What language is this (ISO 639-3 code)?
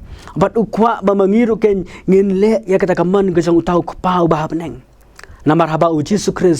kha